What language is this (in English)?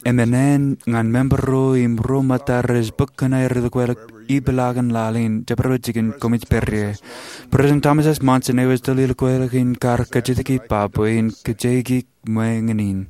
Marshallese